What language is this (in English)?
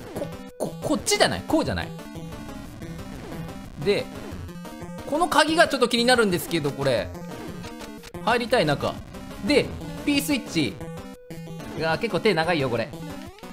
Japanese